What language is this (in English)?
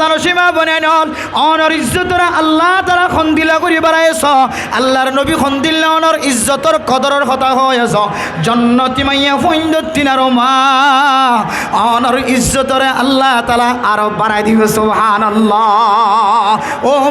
Rohingya